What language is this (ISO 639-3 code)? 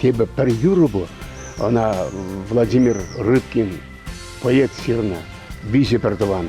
chv